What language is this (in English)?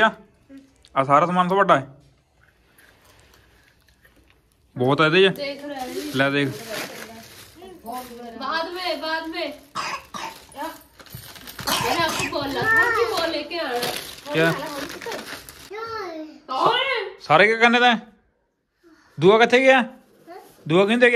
Punjabi